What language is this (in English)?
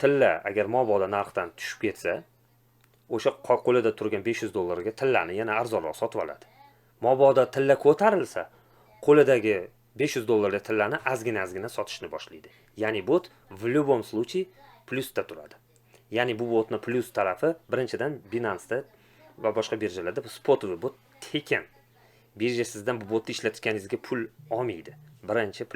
Uzbek